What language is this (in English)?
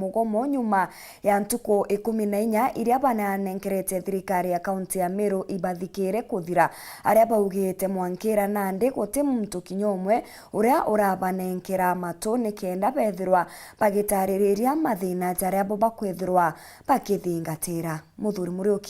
Meru